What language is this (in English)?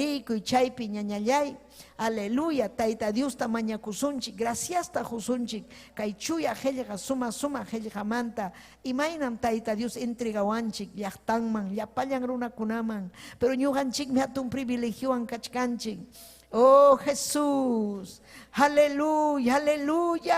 Ayacucho Quechua